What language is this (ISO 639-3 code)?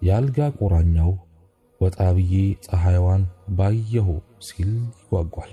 amh